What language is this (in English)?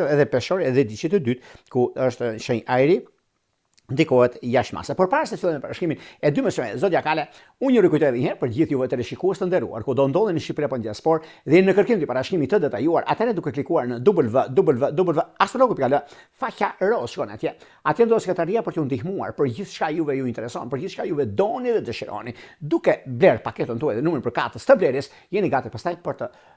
Albanian